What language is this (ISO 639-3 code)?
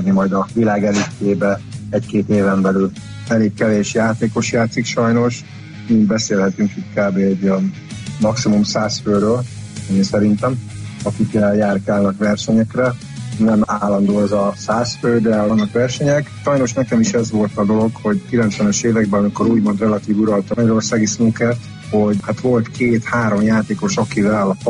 hun